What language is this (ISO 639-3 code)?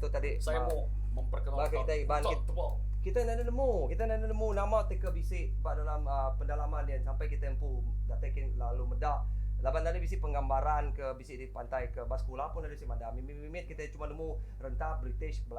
iba